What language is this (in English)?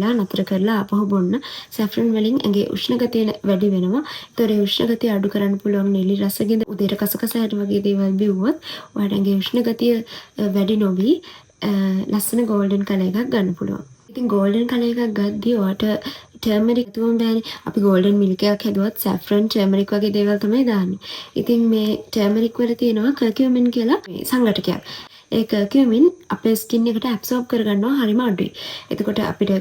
Sinhala